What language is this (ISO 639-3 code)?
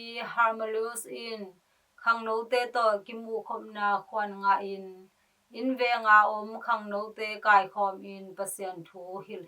ctd